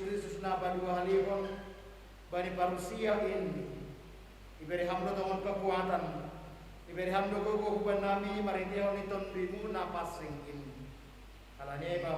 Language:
Batak Simalungun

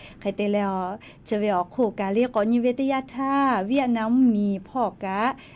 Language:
Lahu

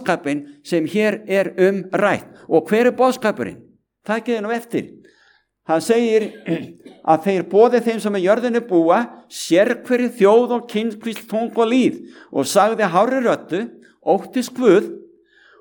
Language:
Icelandic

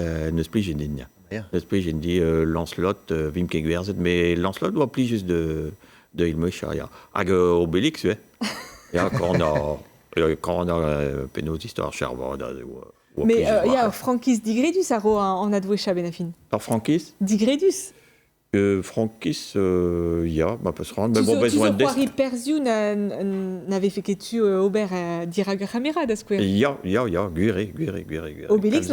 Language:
Breton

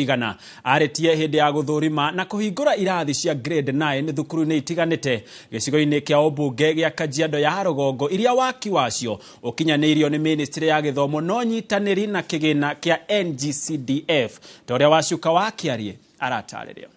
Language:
Kikuyu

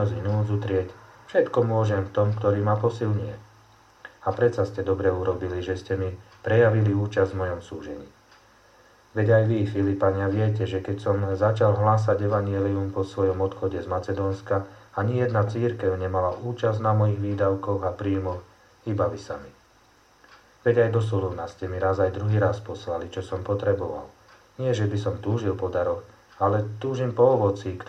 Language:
Slovak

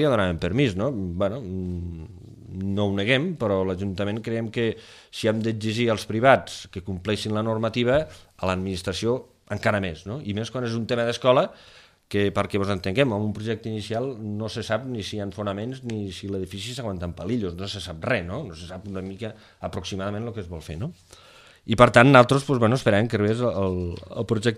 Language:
Catalan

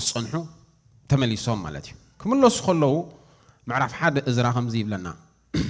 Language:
Tigrinya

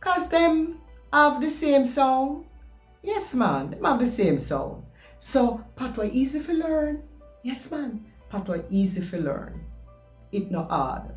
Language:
Jamaican Creole English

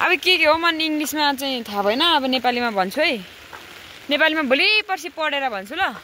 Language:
Nepali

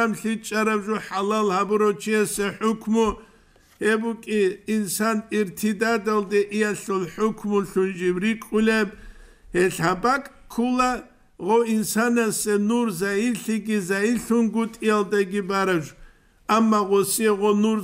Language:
Avaric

